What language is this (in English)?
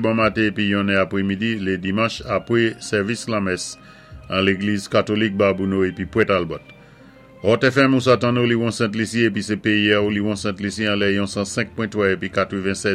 Saint Lucian Creole French